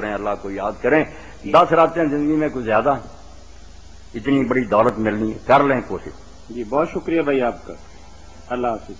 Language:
Urdu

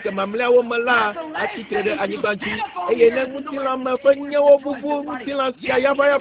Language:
Ewe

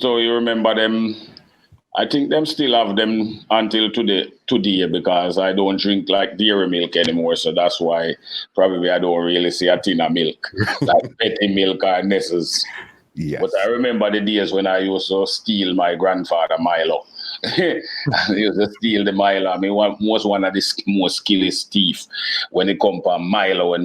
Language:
Jamaican Creole English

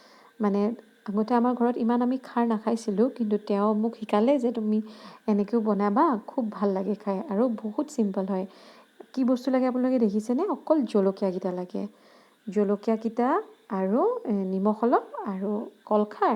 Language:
Assamese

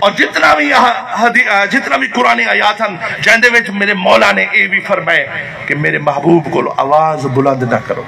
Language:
Saraiki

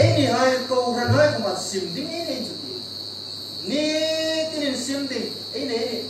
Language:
Hmar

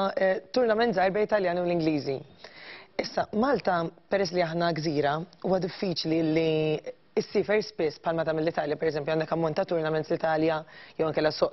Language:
Maltese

